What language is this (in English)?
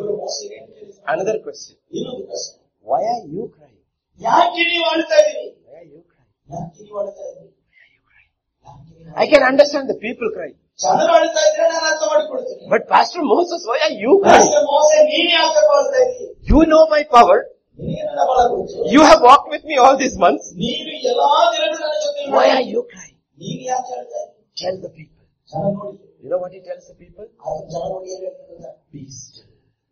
Kannada